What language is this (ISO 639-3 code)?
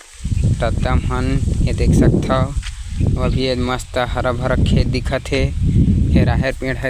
hne